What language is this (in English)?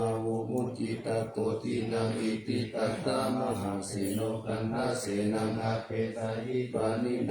Pali